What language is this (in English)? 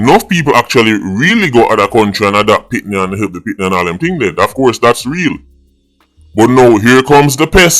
Jamaican Creole English